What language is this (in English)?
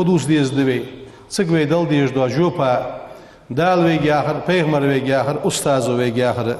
Ingush